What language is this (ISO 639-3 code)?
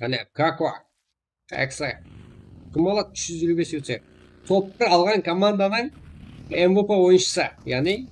kaa